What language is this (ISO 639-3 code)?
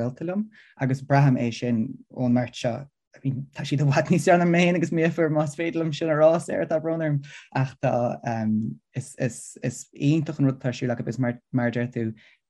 gle